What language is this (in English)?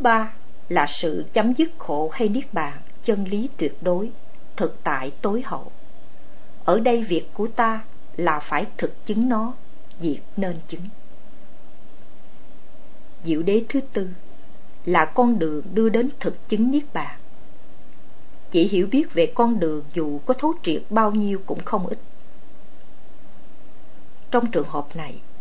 Vietnamese